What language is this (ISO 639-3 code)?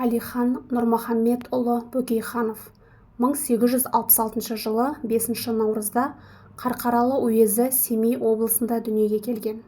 kaz